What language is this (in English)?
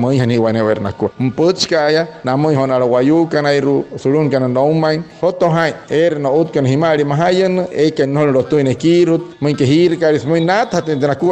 Wayuu